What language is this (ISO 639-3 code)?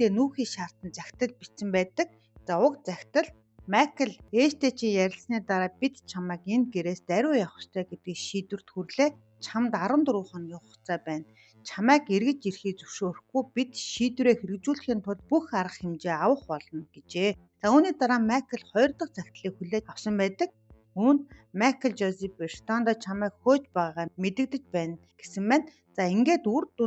mon